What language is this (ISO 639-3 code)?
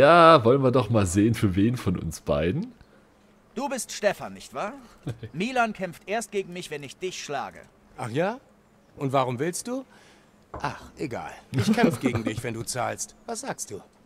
deu